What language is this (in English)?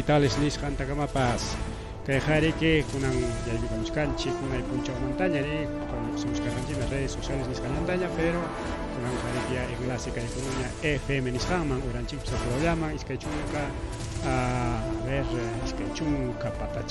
Ayacucho Quechua